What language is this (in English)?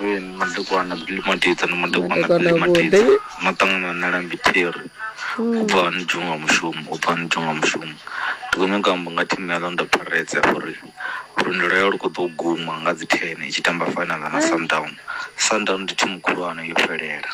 Venda